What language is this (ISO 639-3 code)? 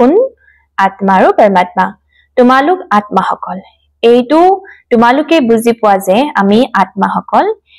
asm